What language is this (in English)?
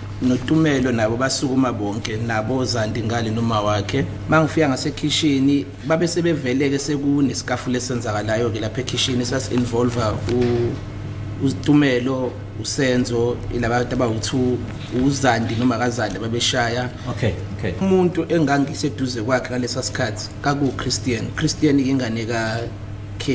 Zulu